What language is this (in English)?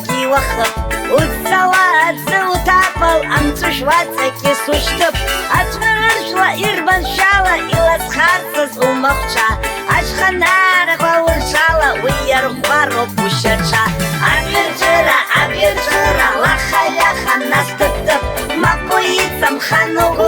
Abkhazian